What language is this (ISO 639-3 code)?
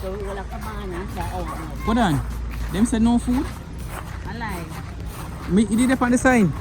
jam